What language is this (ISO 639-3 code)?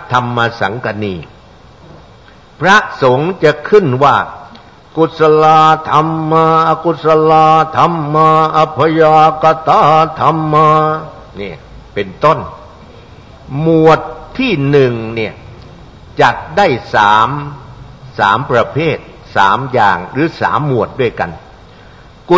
tha